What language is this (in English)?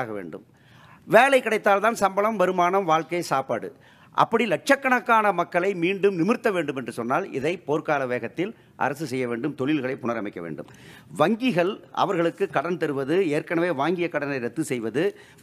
Tamil